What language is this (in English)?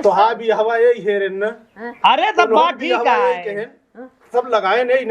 Awadhi